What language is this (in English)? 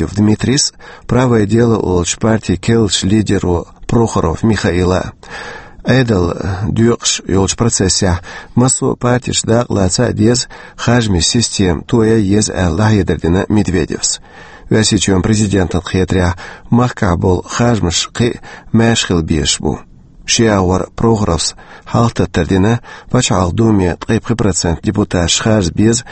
Chechen